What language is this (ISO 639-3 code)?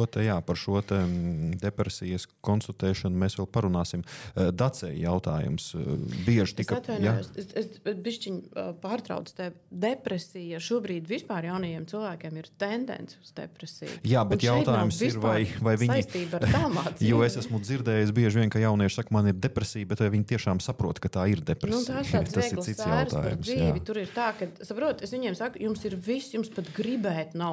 lav